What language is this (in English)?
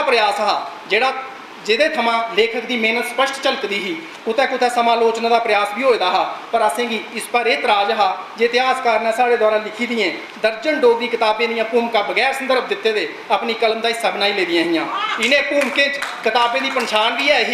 Dogri